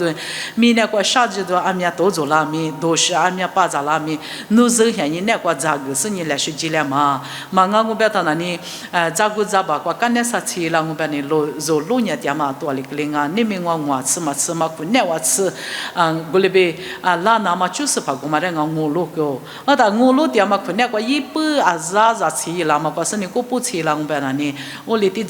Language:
Lisu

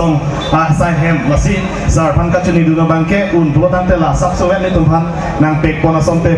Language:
Karbi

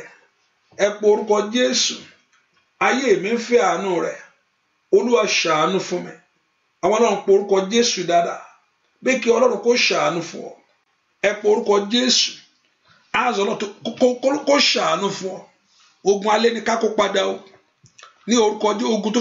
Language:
Yoruba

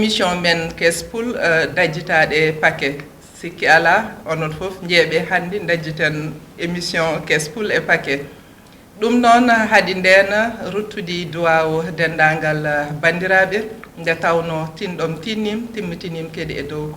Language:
Fula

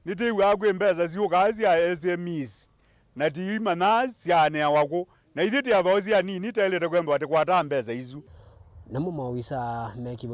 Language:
Kamba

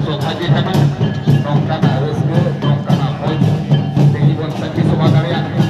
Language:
Santali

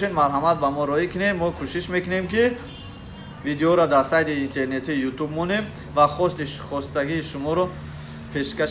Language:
Tajik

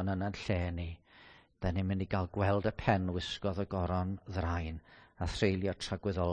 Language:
Welsh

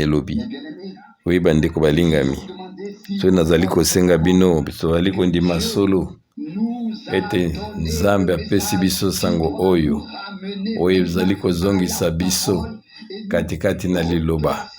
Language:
Lingala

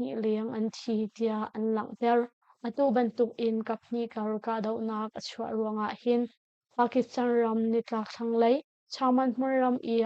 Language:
Hakha Chin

